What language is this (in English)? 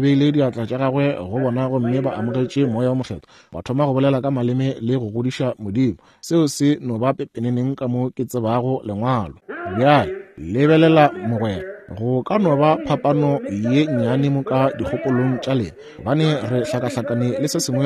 Northern Sotho